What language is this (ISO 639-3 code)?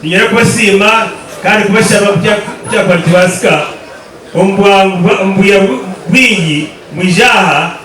nyn